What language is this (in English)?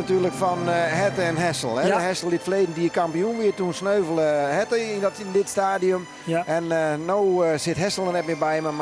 Western Frisian